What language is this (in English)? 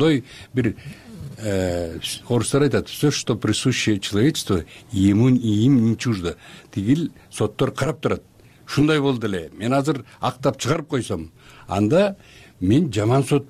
Kyrgyz